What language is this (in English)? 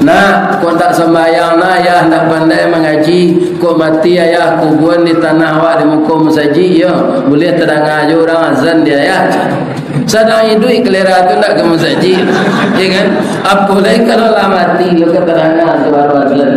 Minangkabau